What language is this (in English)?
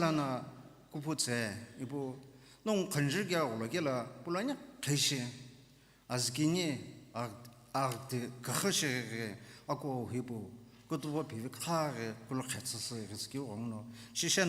Sumi Naga